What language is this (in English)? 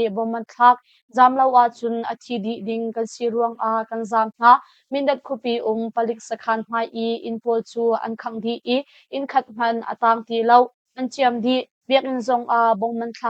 Hakha Chin